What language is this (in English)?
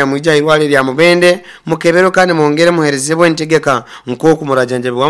Nyoro